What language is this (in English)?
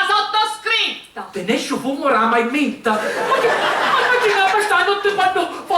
Sicilian